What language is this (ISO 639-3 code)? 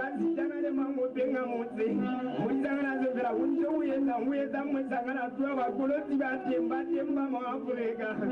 sot